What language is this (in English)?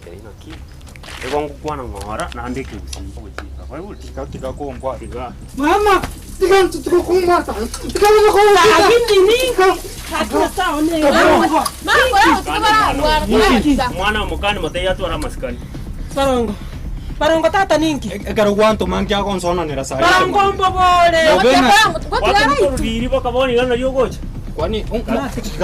Gusii